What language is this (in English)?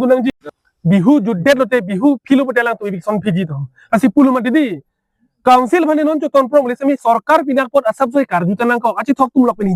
Karbi